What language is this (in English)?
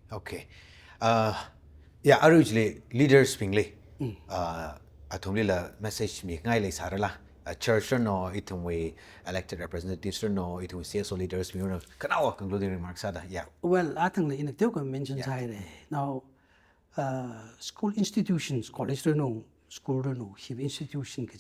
Tangkhul Naga (India)